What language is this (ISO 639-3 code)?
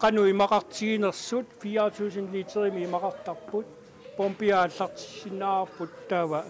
kal